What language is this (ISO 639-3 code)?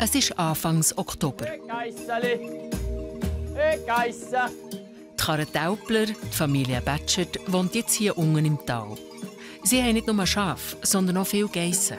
gsw